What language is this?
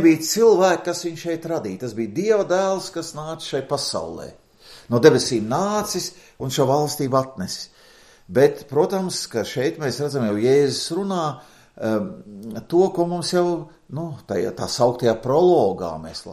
Latvian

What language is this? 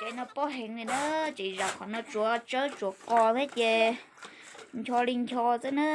Hmong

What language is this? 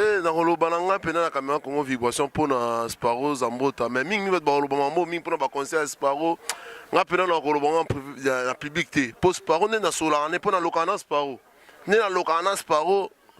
Lingala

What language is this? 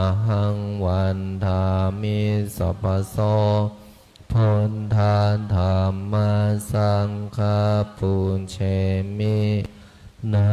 Pali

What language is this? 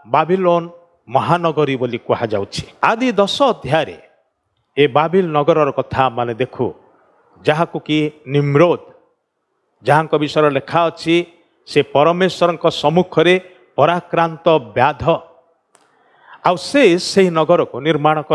Odia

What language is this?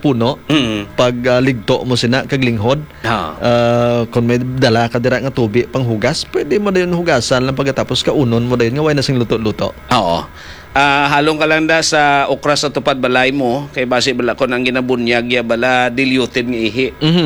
Hiligaynon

